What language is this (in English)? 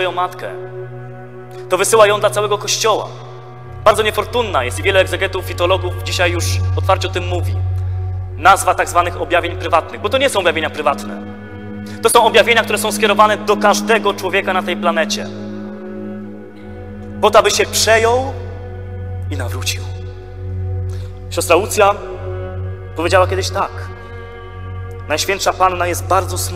Polish